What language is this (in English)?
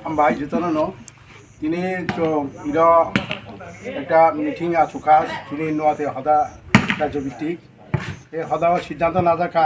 Kok Borok